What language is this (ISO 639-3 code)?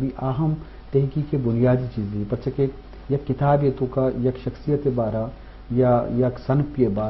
bgp